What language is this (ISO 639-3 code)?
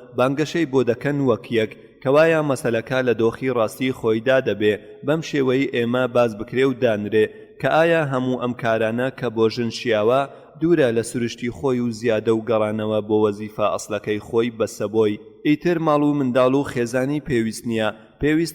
ckb